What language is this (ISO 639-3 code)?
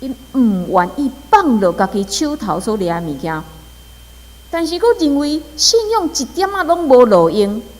nan